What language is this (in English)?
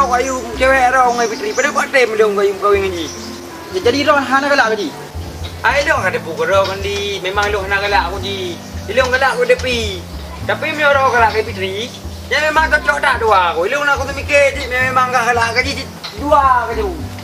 Achinese